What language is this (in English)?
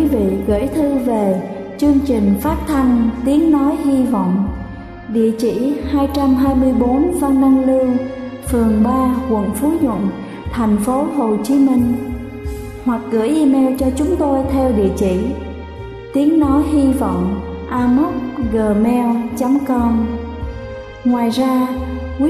Vietnamese